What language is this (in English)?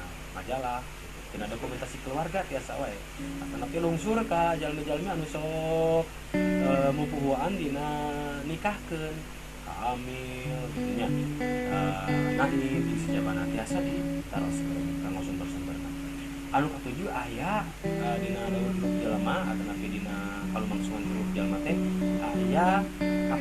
Sundanese